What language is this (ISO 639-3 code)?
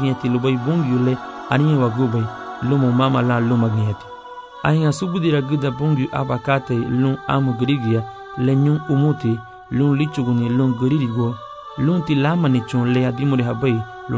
cab